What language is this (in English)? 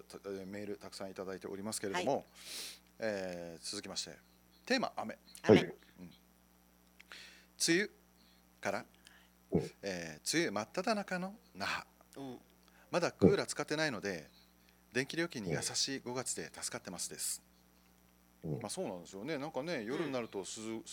Japanese